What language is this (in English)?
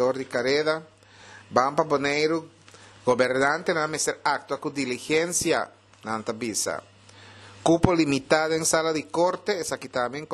Papiamento